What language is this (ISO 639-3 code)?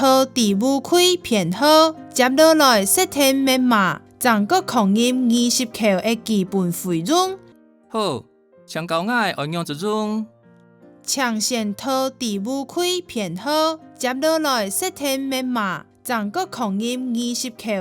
hak